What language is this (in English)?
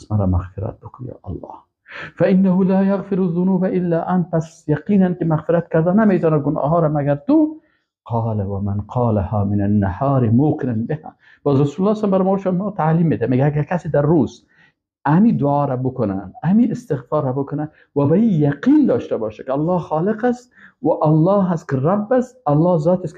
Persian